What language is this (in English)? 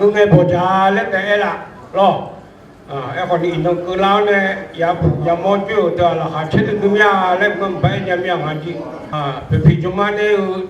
Akha